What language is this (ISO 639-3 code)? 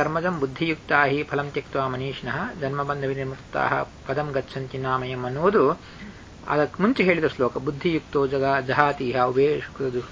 kan